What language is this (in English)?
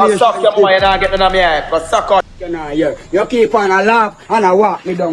Jamaican Creole English